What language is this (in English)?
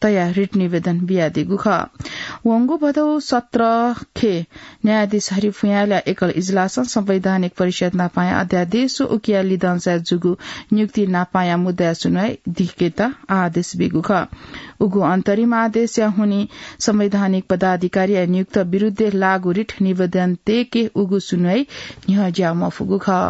Newari